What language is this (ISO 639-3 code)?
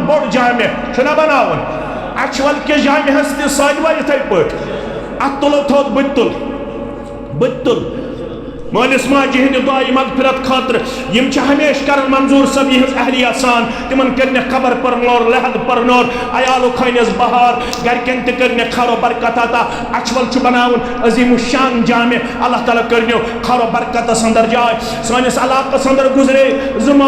kas